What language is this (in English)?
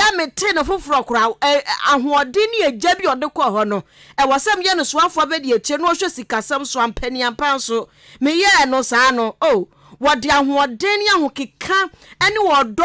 Akan